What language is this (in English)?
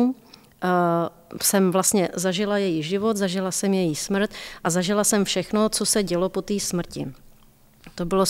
Czech